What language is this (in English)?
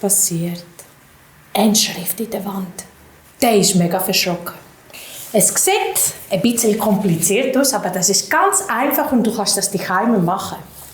Swiss German